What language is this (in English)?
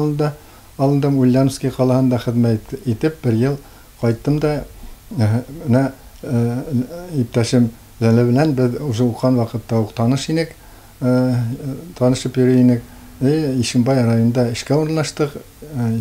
Bashkir